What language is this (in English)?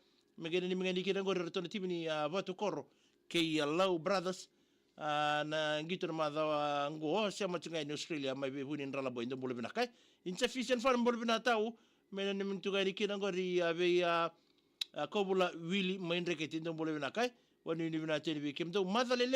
Fijian